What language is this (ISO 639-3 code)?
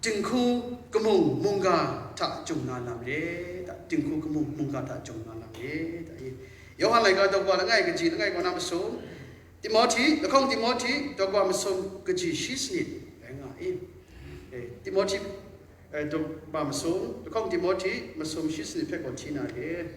kac